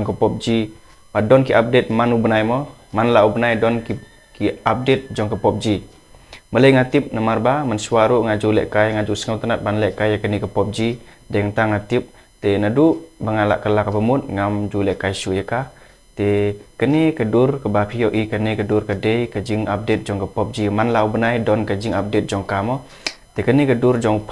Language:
Khasi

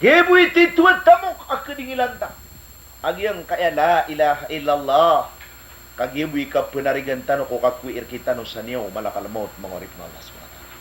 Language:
Maranao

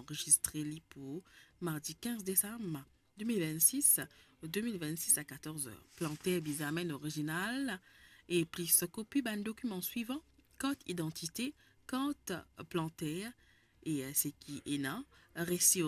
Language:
Morisyen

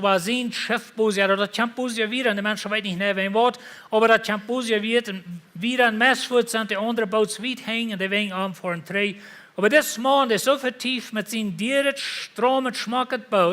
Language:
Plautdietsch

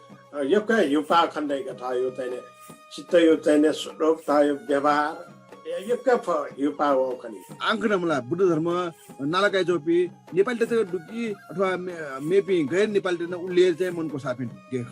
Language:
Newari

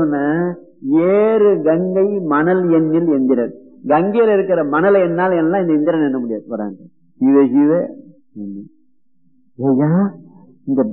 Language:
Tamil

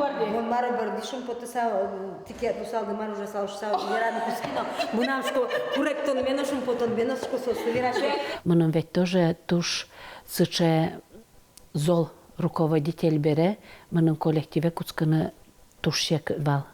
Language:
Udmurt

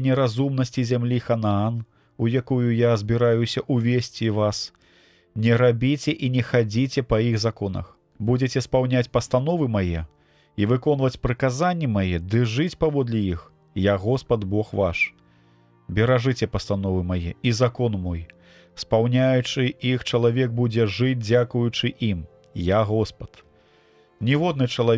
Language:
Belarusian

